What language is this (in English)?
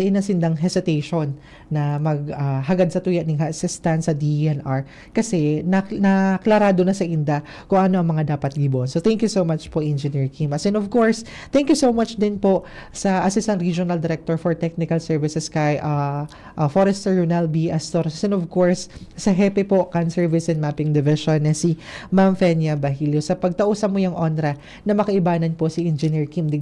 Bikol